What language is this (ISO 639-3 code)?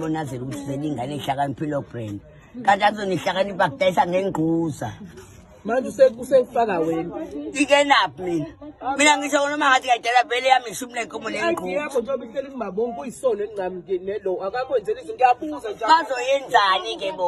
zul